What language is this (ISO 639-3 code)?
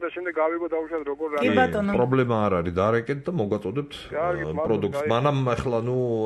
kat